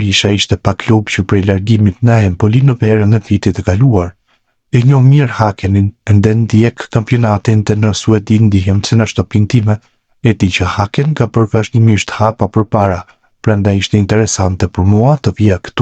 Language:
Albanian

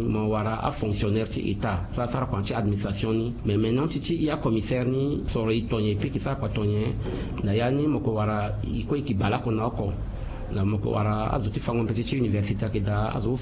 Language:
Sango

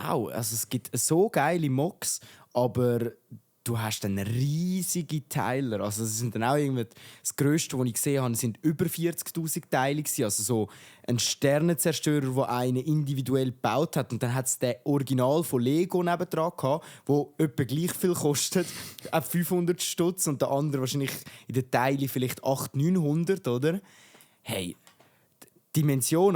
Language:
Swiss German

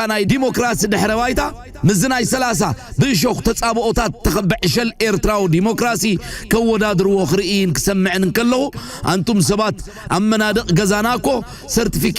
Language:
Tigrinya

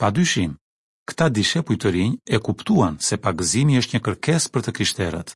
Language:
Albanian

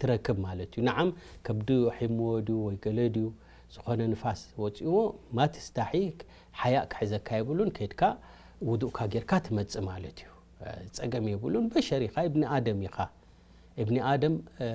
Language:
Tigrinya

